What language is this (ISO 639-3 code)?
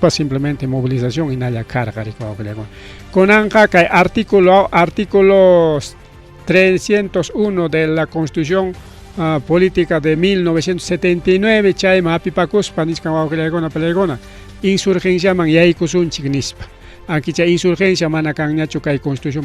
quy